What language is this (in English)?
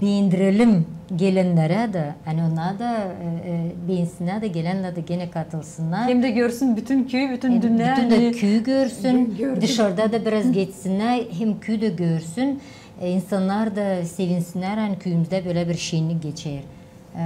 Gagauz